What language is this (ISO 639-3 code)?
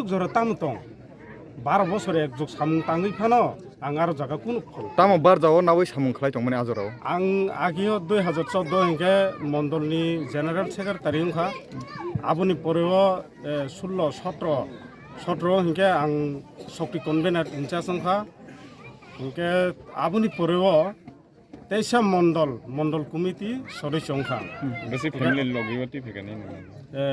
trp